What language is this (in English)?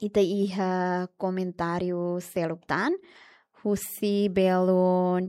Tetum